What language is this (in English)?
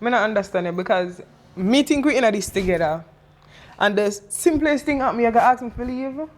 Jamaican Creole English